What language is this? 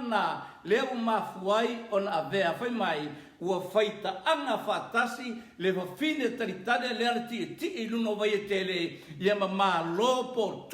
Samoan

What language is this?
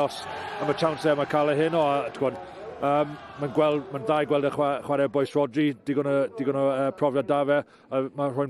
Welsh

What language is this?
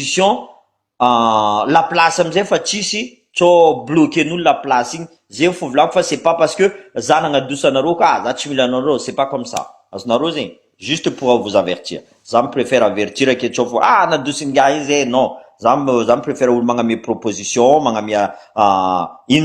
Malagasy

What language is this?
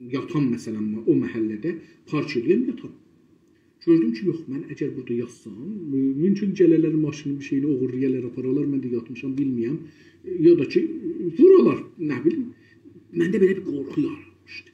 South Azerbaijani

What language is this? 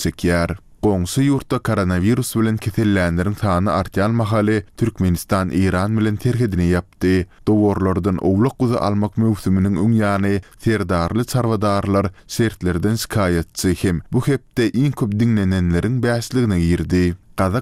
Turkmen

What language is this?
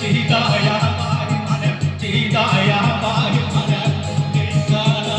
Santali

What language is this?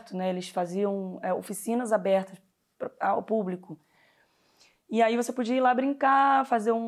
Portuguese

